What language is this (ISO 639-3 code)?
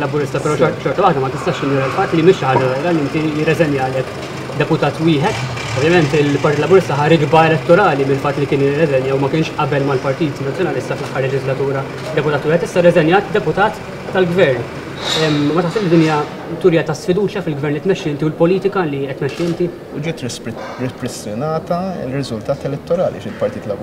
mlt